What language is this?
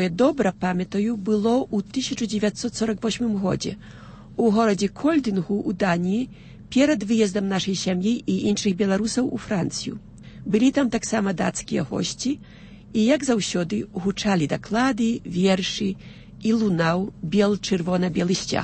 Belarusian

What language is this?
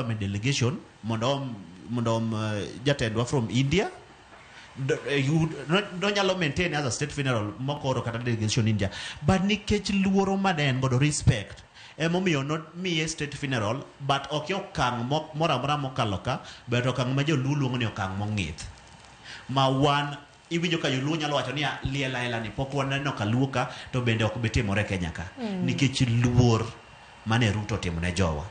Luo (Kenya and Tanzania)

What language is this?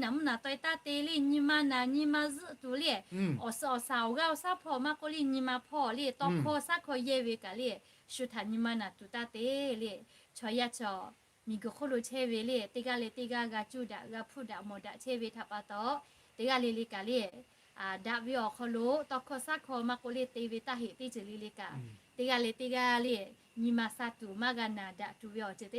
Lahu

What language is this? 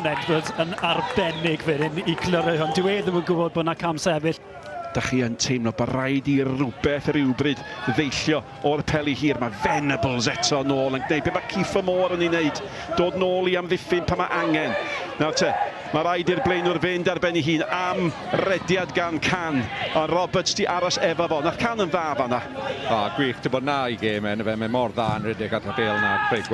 Welsh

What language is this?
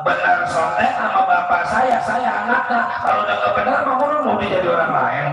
Betawi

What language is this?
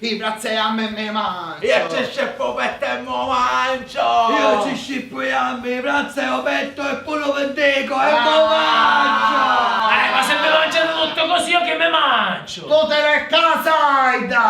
Sicilian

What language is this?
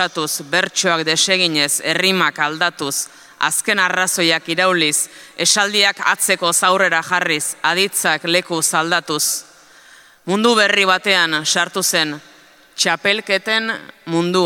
Basque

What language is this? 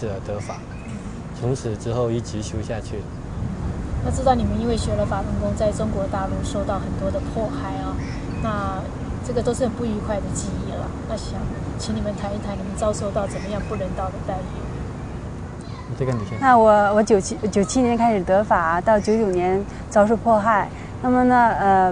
Chinese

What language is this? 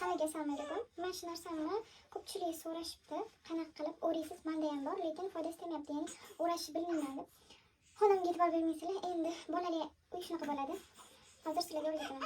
Uzbek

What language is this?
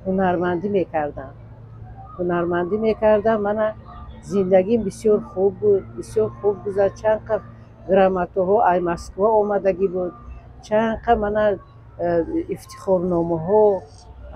Tajik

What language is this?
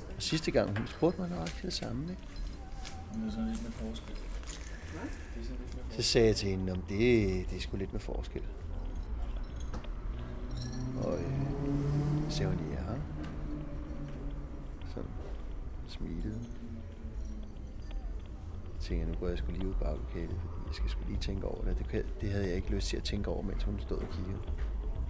Danish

